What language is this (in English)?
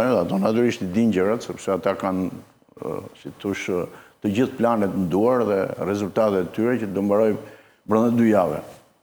Albanian